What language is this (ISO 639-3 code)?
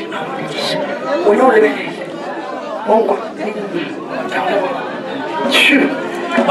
nso